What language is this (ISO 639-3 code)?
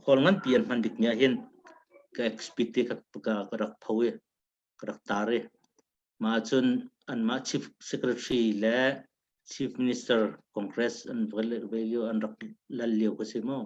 cnh